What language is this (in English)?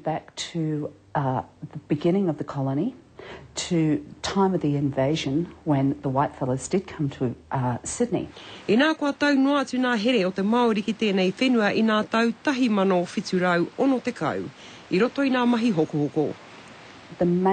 Māori